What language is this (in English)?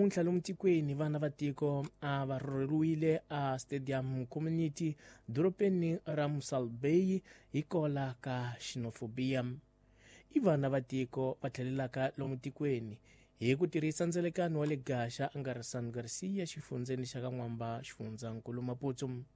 Tsonga